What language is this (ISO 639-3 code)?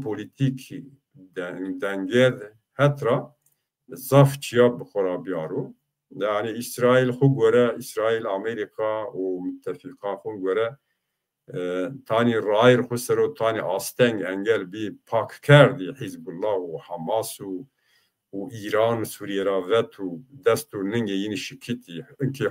zza